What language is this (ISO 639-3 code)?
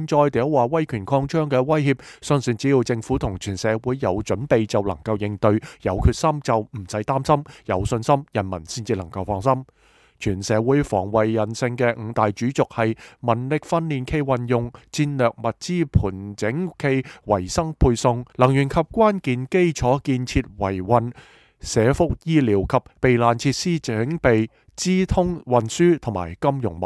yue